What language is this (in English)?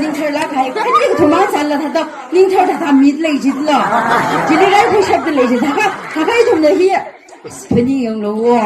Tangkhul Naga (India)